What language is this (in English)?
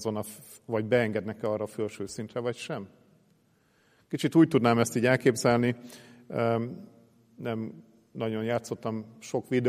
Hungarian